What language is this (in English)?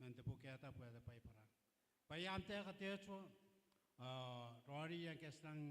Gilbertese